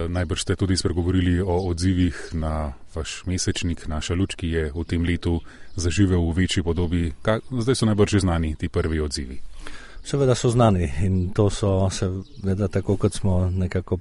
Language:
Slovenian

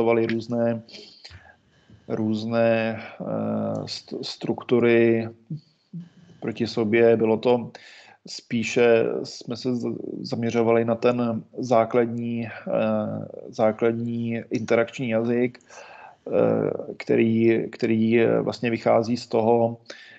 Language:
Czech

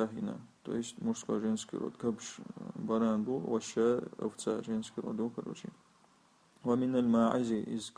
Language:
Chechen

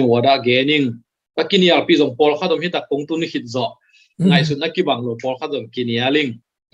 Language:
Tedim Chin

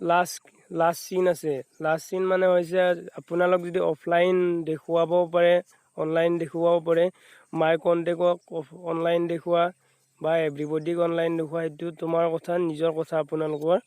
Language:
Assamese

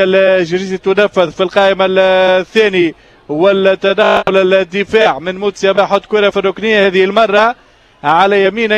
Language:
Tunisian Arabic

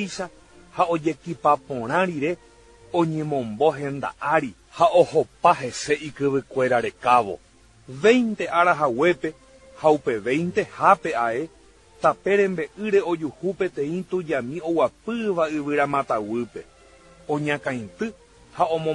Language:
Guarani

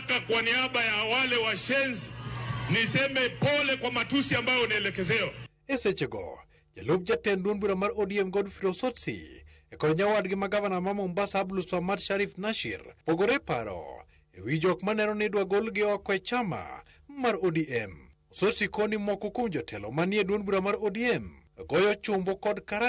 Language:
Luo (Kenya and Tanzania)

